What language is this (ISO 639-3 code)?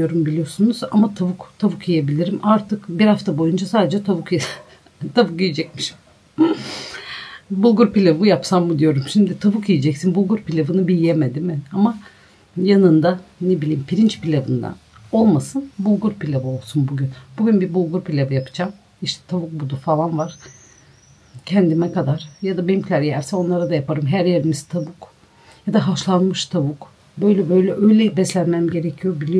tur